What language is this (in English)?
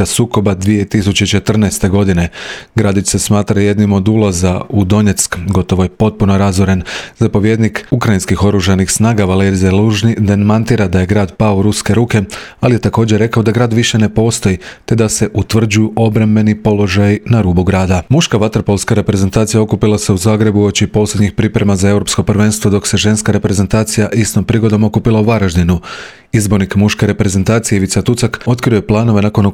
Croatian